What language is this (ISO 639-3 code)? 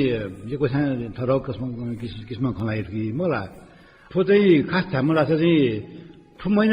new